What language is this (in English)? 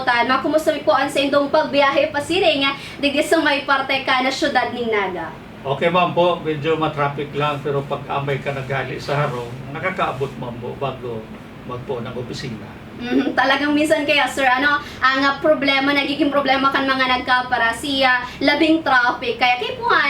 Bikol